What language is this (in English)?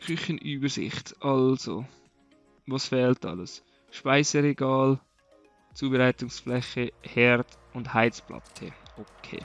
Swiss German